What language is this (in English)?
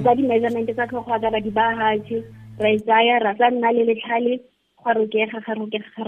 Tswana